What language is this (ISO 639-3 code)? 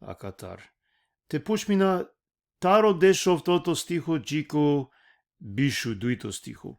rmn